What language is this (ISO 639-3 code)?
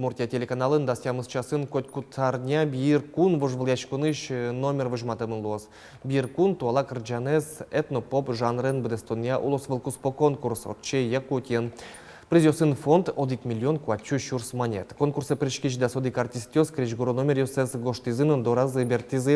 udm